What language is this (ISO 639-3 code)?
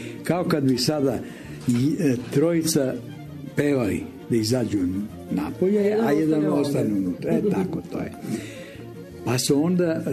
srp